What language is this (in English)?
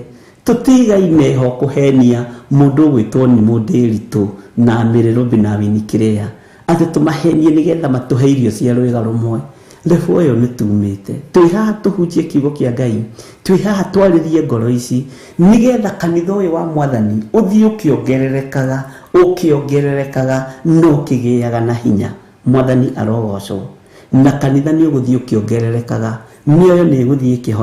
Kikuyu